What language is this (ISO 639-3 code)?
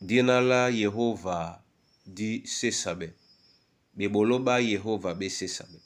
dua